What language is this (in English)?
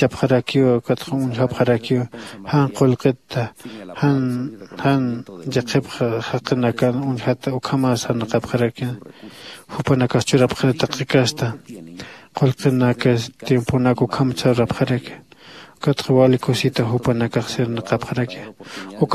Aymara